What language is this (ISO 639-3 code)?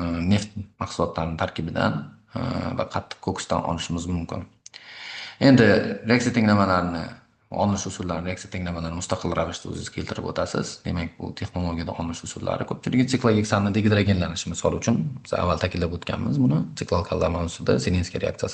uzb